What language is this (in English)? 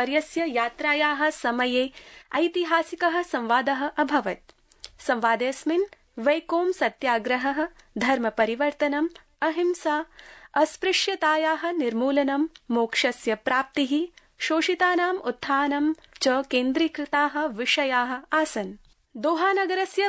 Sanskrit